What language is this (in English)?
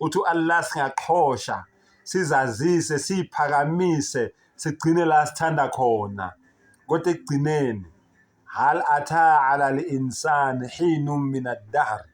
Zulu